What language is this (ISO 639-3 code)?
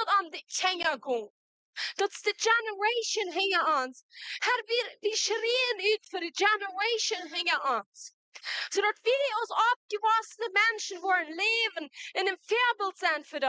pdt